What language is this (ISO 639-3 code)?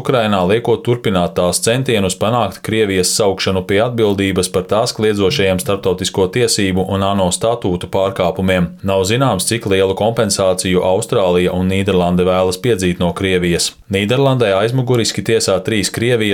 lav